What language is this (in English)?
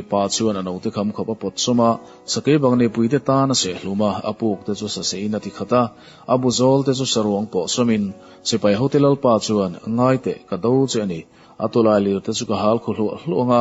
Mizo